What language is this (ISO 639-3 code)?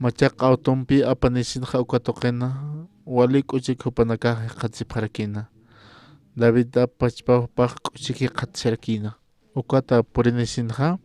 aym